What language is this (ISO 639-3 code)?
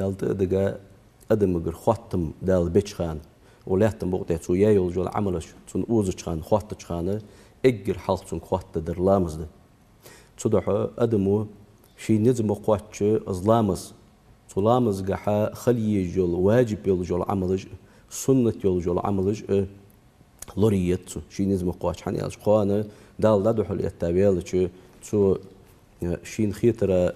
inh